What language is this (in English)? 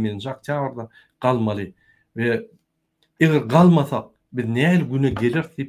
Turkmen